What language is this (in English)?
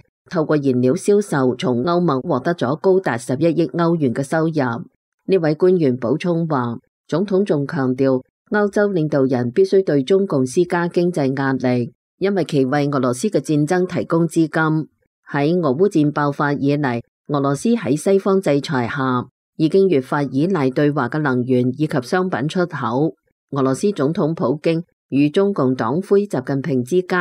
Cantonese